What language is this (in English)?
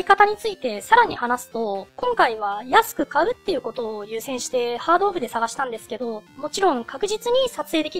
Japanese